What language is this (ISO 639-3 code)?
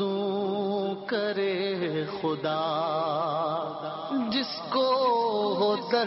urd